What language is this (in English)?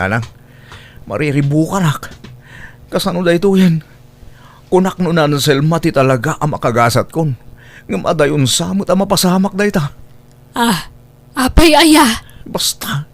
Iloko